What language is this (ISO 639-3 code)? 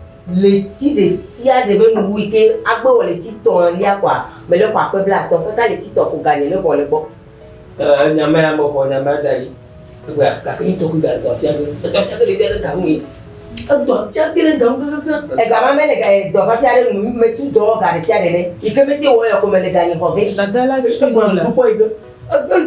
ewe